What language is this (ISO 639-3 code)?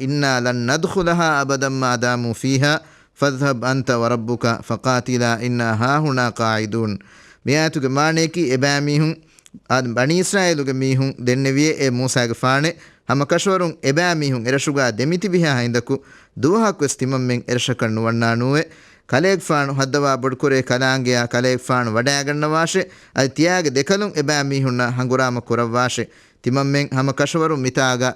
div